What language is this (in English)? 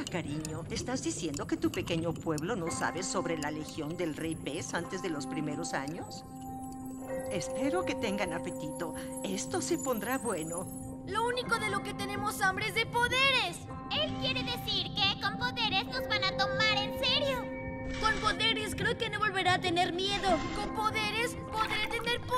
Spanish